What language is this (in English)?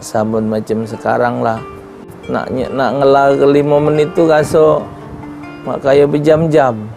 Musi